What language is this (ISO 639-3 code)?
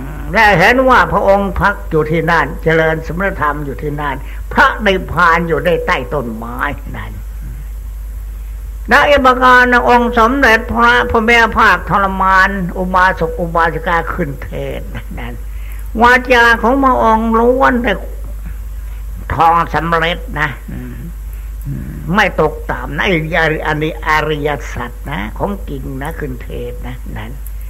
tha